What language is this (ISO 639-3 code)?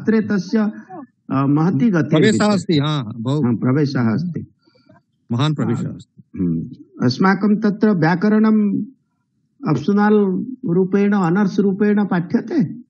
san